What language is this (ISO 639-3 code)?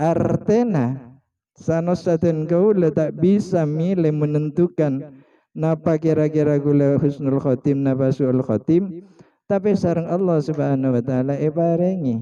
mad